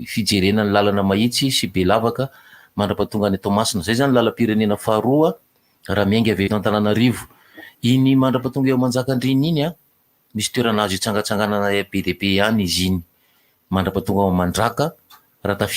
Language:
Malagasy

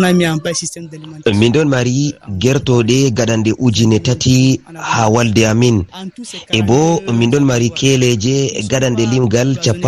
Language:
Fula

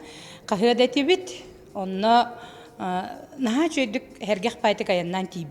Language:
Yakut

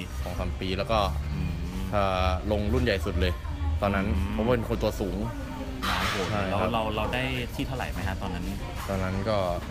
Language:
Thai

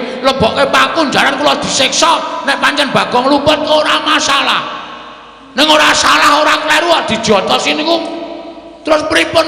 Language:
Javanese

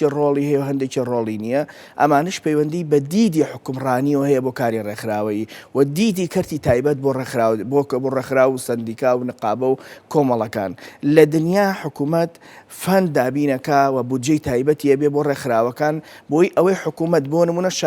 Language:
Central Kurdish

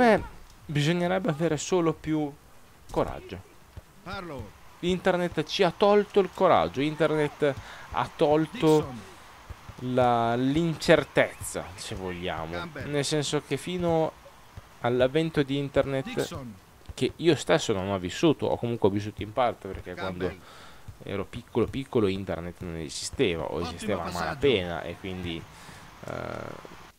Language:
Italian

